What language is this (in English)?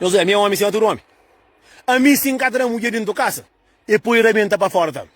Kabuverdianu